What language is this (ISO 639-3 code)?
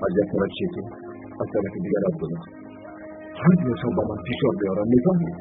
tgk